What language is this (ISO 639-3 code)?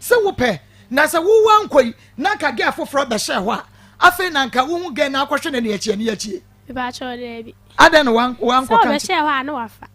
aka